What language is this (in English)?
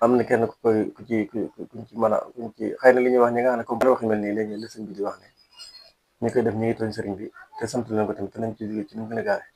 Wolof